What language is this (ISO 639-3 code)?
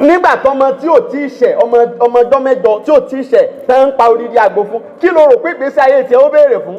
yor